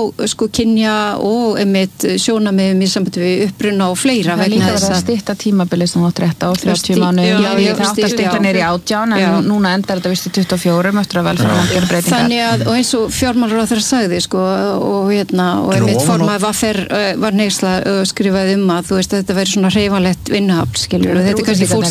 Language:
Icelandic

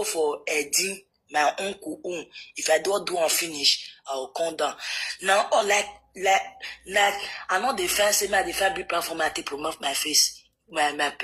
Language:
Nigerian Pidgin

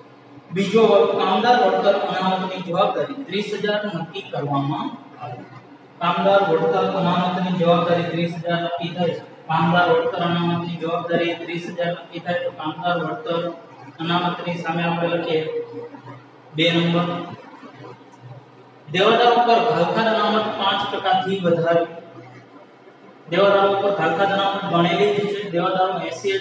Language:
Gujarati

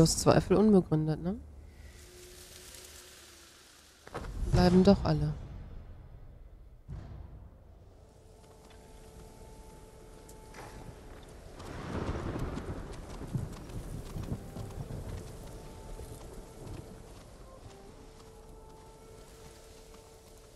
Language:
German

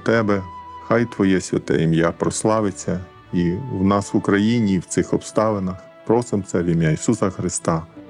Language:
Ukrainian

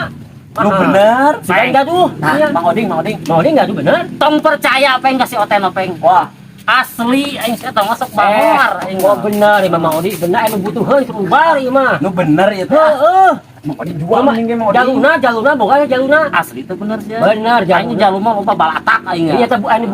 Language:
Sundanese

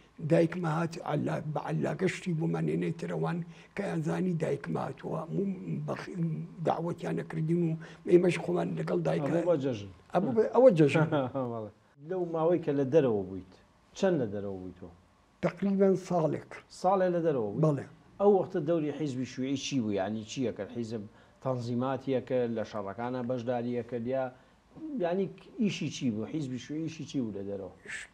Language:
Central Kurdish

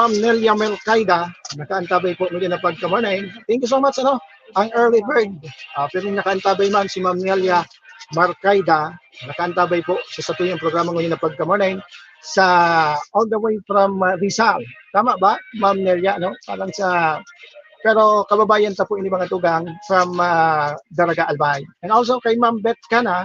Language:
Bikol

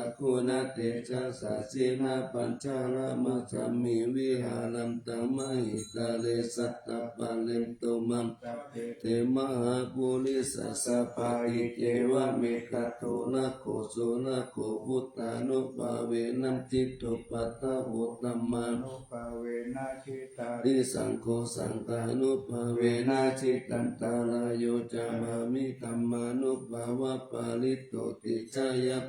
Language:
Pali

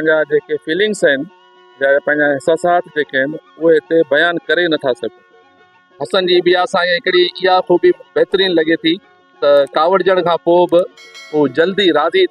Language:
Sindhi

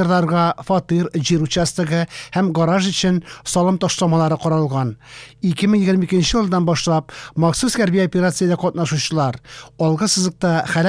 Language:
Tatar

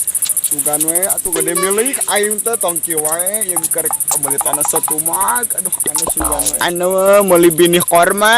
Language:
Sundanese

